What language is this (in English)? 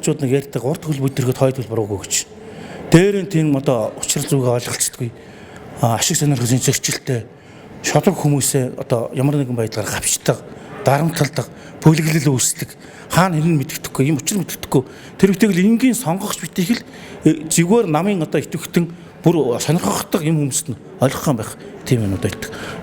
Mongolian